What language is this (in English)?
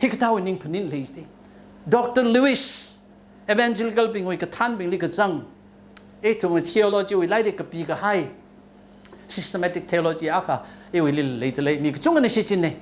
Tangkhul Naga (India)